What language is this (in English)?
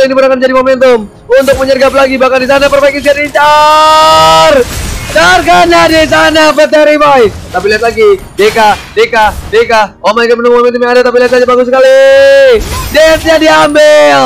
Indonesian